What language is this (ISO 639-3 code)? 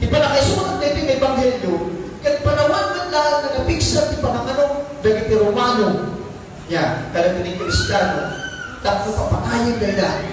ilo